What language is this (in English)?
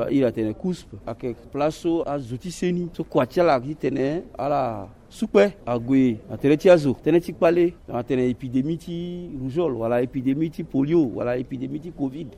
Sango